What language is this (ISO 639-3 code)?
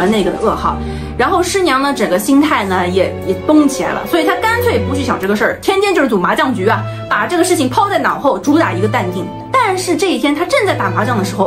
zho